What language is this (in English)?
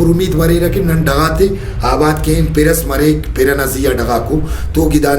Brahui